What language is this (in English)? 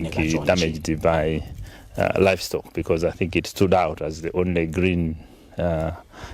Nyanja